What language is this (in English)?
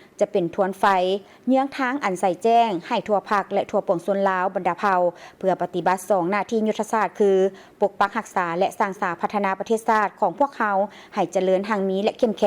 Lao